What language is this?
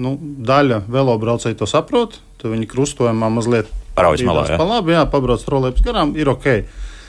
Latvian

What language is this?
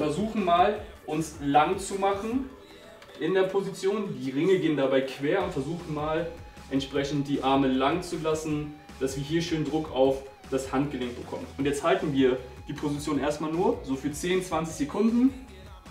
German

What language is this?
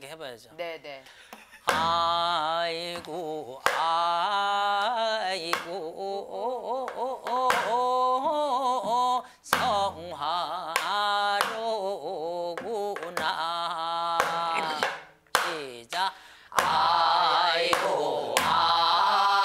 Korean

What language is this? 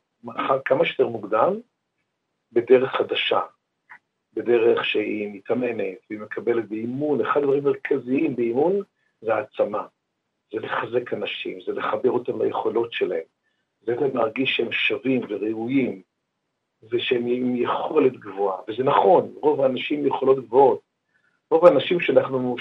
Hebrew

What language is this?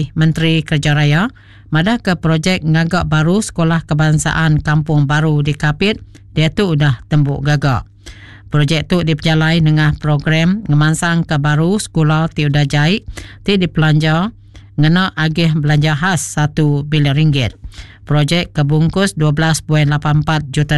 Iban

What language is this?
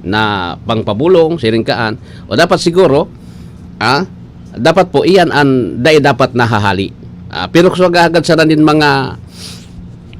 Bikol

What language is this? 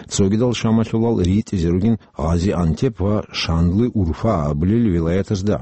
Avaric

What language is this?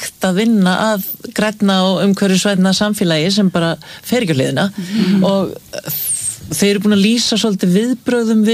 Icelandic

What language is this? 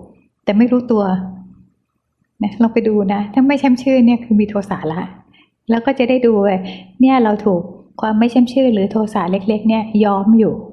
Thai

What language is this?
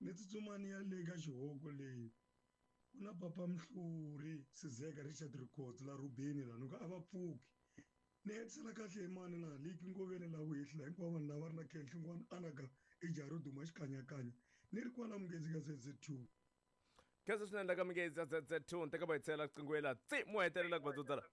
Tsonga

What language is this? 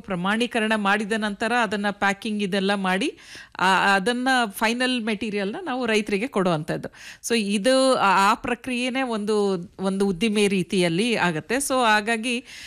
Kannada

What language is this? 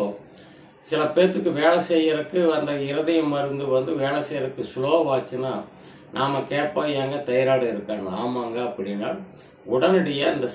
Tamil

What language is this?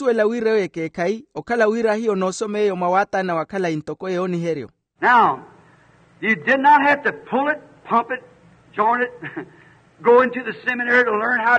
Makhuwa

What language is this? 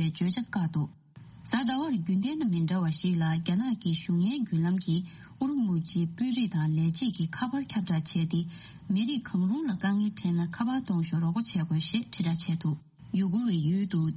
Tibetan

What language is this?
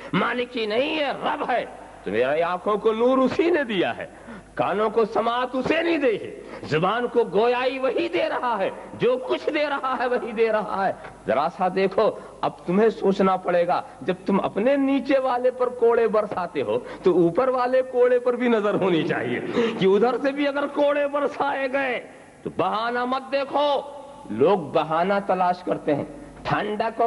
Urdu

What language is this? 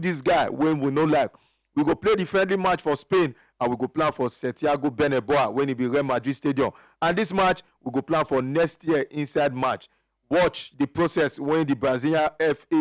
Nigerian Pidgin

